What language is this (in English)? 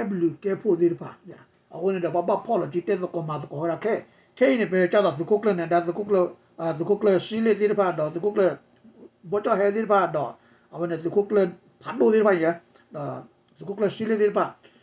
S'gaw Karen